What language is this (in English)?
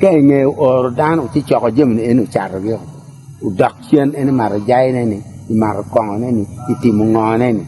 Acoli